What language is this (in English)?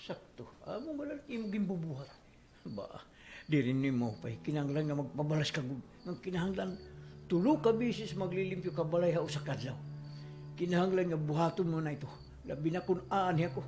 Waray